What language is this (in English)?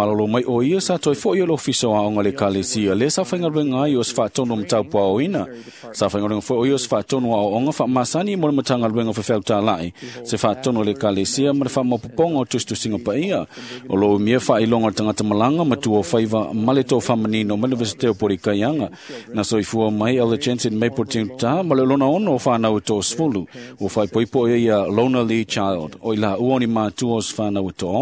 Samoan